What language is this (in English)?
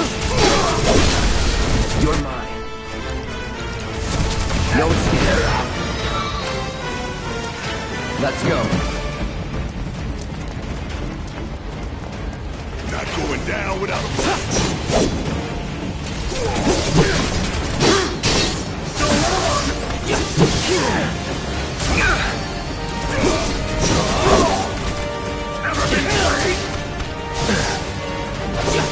English